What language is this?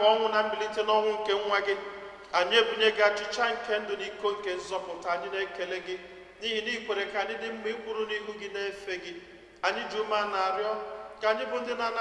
Igbo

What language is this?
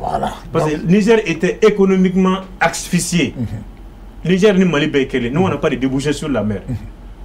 Bambara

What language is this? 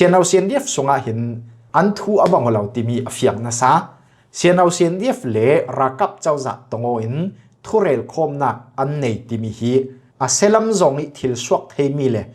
Falam Chin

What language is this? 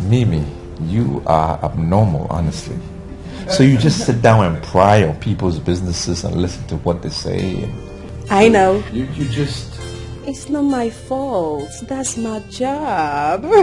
Nigerian Pidgin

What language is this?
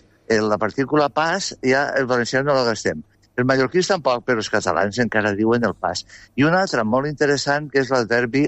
Catalan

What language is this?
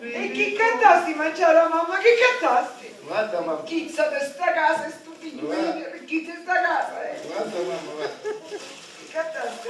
Sicilian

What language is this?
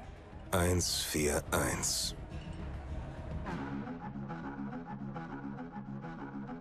German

